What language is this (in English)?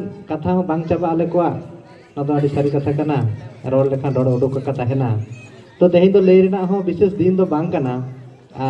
Santali